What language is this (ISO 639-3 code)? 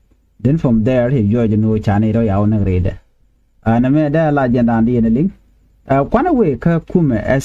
nus